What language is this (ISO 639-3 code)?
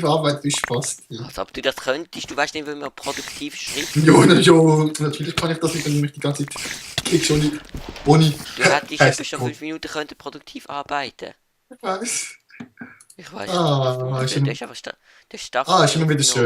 gsw